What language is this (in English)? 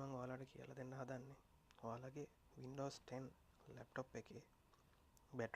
Sinhala